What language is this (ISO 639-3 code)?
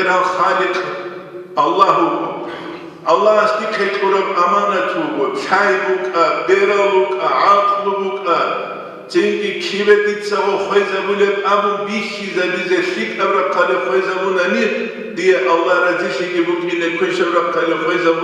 ava